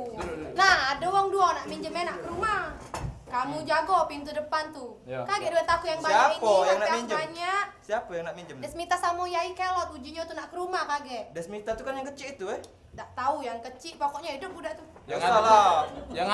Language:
Musi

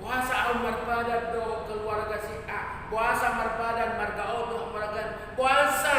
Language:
Batak Toba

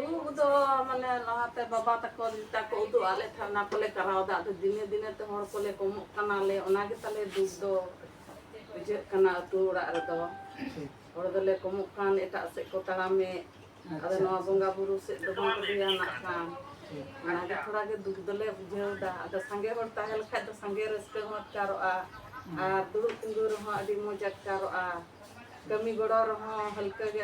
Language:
Santali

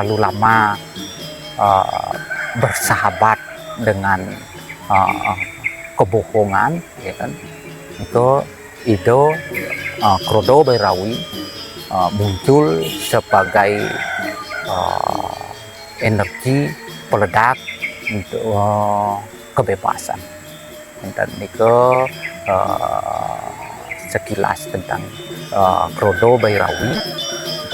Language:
Balinese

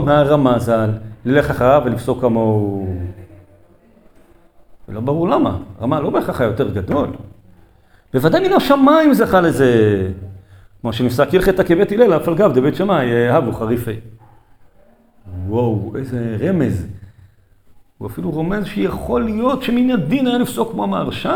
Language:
Hebrew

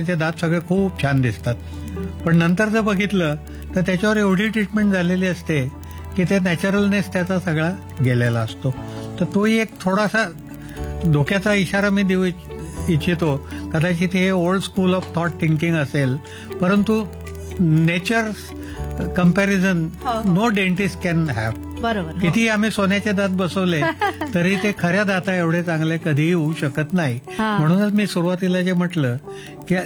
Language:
Marathi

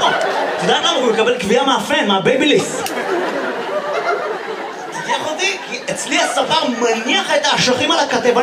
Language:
Hebrew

